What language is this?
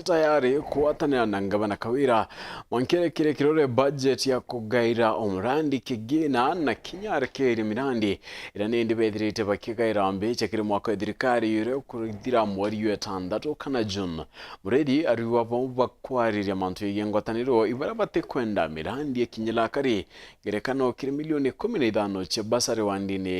Meru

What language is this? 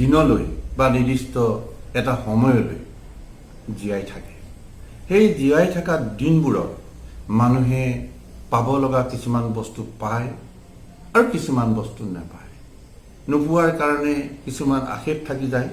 Assamese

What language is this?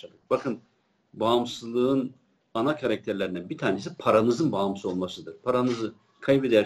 Turkish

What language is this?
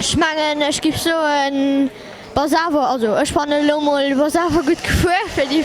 Luxembourgish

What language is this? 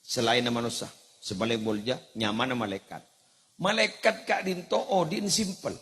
Madurese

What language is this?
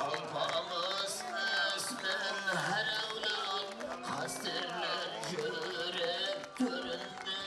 Kara-Kalpak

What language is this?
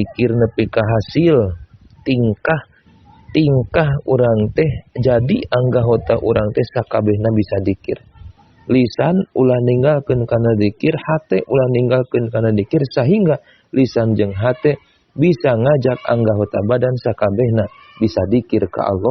Sundanese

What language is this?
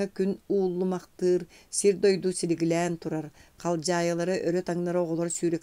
Yakut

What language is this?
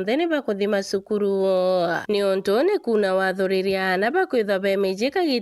Meru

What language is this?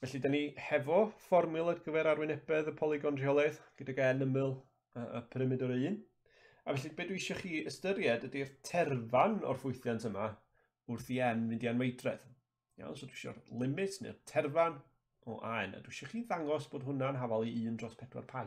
Welsh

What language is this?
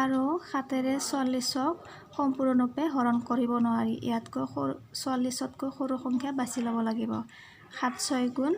Assamese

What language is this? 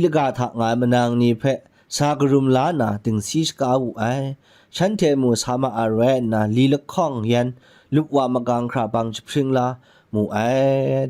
Kachin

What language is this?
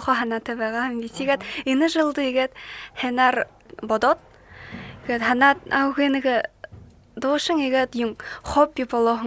Buriat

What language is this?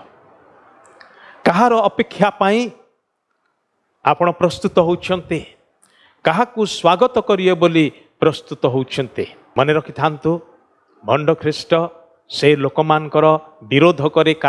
Odia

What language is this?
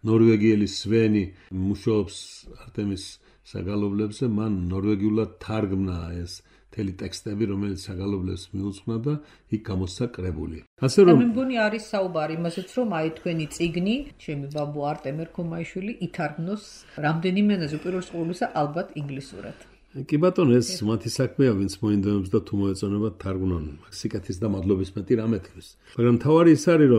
Georgian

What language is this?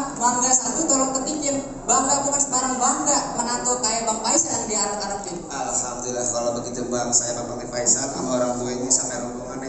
Betawi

